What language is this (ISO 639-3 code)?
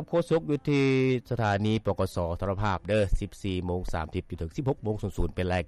lao